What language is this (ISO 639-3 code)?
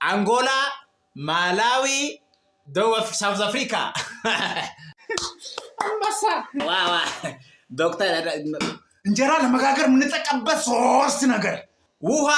amh